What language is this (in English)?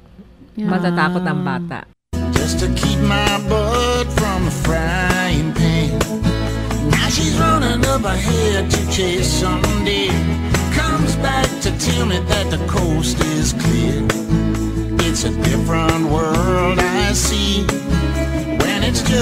Filipino